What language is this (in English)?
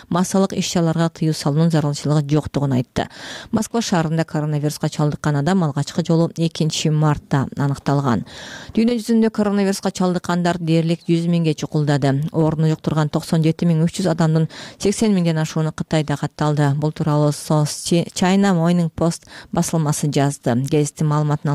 Kyrgyz